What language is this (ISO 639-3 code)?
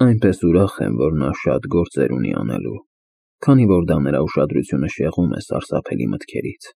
hye